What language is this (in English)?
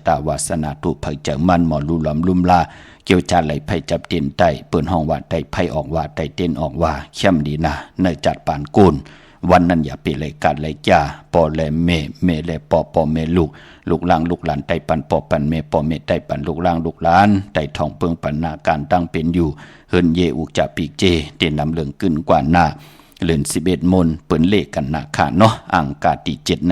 Shan